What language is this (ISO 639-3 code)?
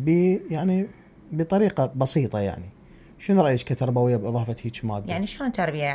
acm